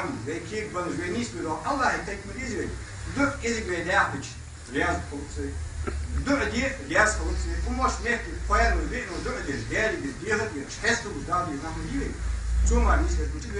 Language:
Ingush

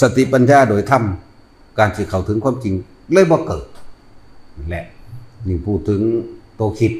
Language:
Northeastern Thai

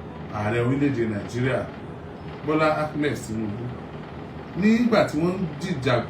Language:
Yoruba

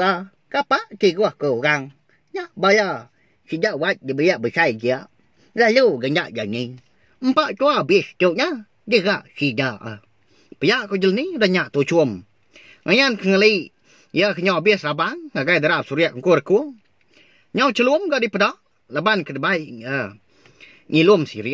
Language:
Iban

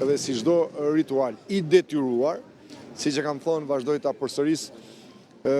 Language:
Albanian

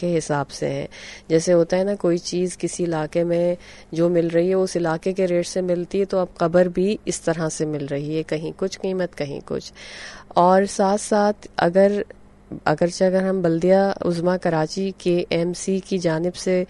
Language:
Urdu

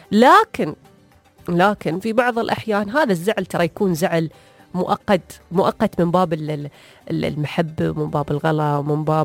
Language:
Gulf Arabic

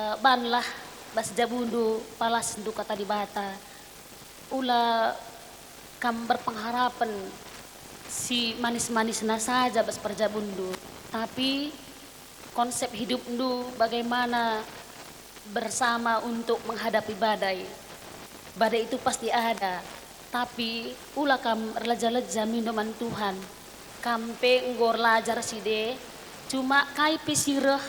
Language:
Batak Karo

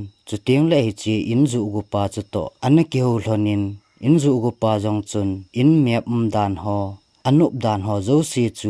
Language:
Thado Chin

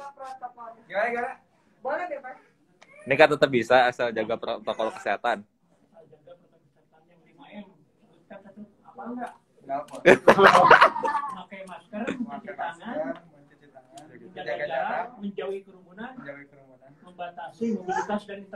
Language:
Indonesian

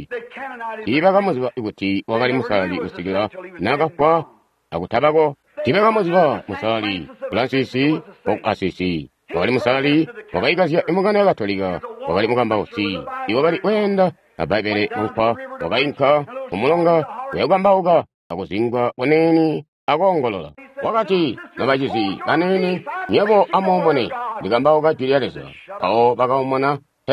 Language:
Tonga (Zambia)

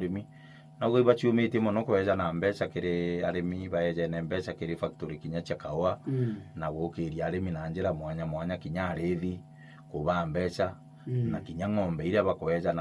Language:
Meru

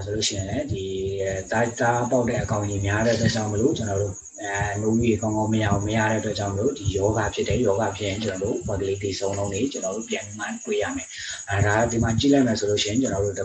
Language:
Burmese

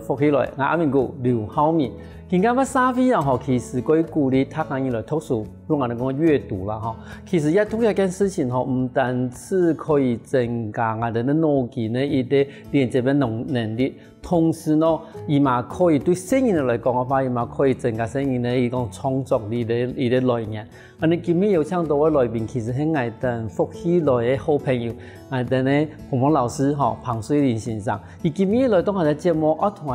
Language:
Hakka Chinese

